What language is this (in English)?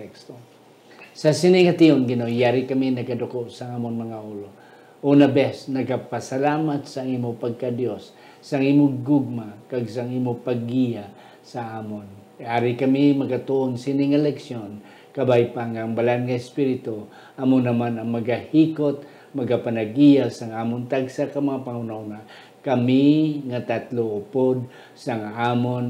Hiligaynon